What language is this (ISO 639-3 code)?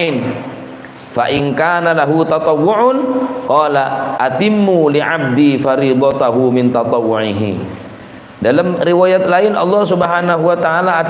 mad